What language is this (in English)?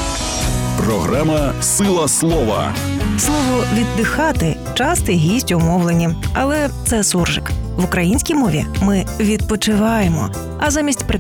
Ukrainian